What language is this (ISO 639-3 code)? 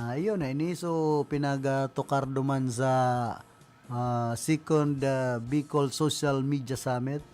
bik